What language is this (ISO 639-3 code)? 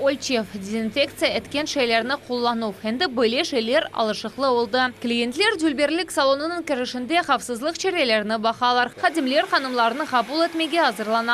crh